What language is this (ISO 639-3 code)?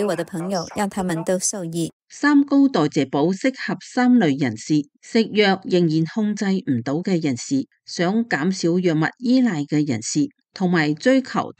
yue